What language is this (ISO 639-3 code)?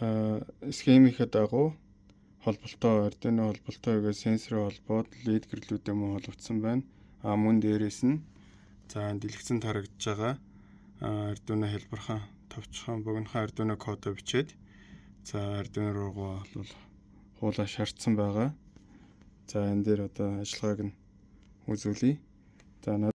mon